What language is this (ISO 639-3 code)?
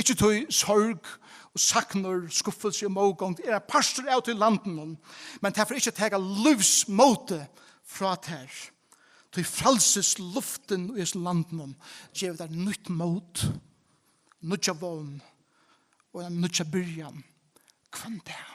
fao